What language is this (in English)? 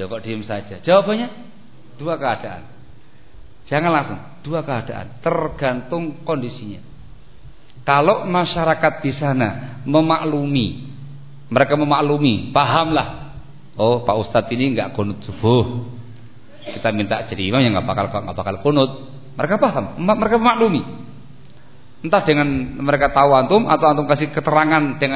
Indonesian